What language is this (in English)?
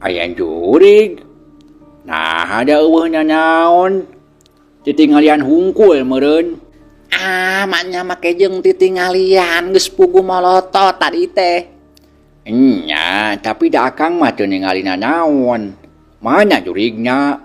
Sundanese